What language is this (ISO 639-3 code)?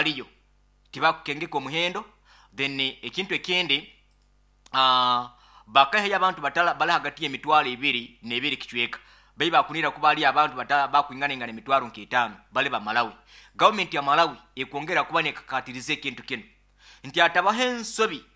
nyo